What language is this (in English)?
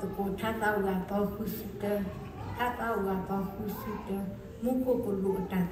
S'gaw Karen